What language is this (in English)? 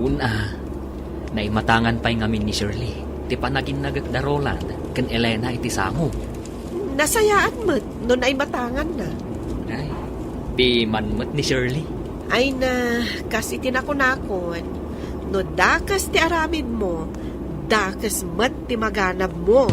Iloko